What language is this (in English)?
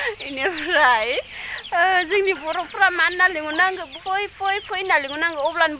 Bodo